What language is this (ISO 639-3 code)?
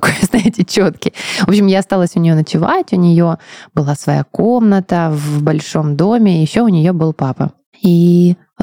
rus